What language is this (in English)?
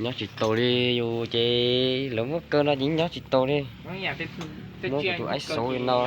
Hmong